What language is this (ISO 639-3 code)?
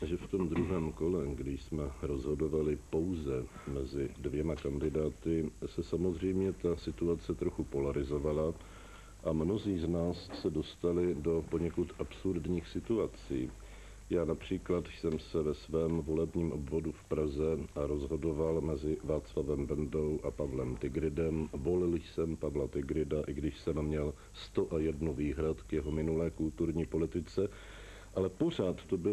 ces